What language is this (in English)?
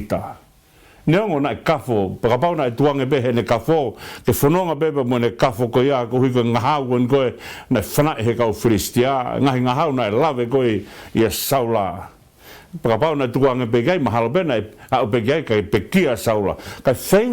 Tongan